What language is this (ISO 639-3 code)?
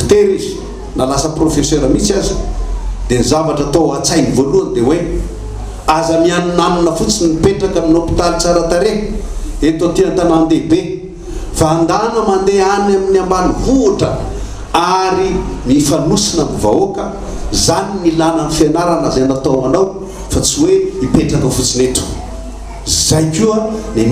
mlg